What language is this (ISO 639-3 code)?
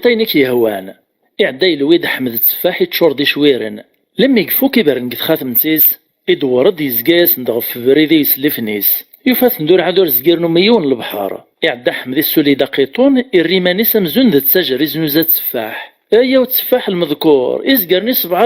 kab